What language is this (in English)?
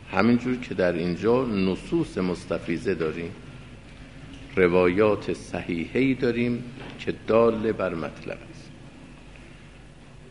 Persian